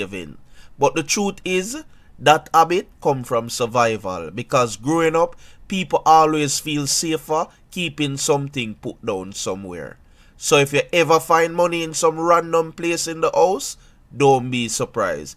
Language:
Jamaican Creole English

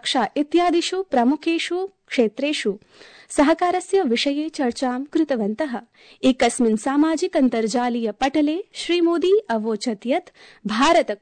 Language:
Sanskrit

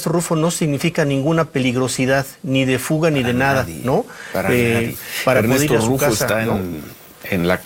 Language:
Spanish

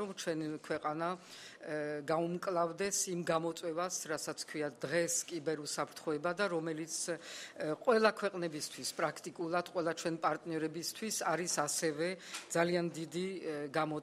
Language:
Georgian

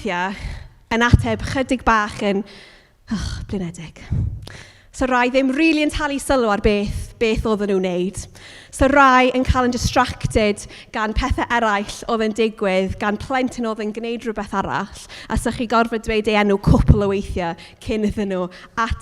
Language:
Welsh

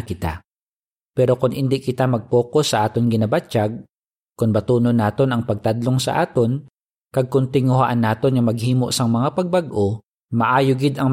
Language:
Hiligaynon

